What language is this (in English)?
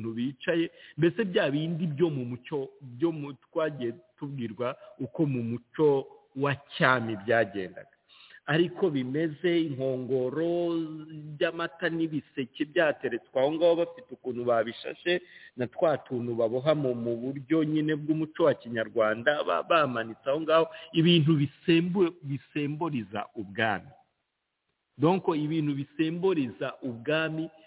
Kinyarwanda